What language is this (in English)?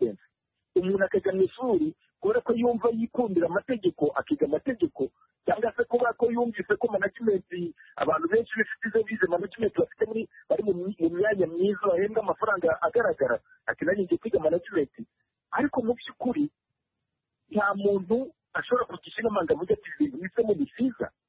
Kinyarwanda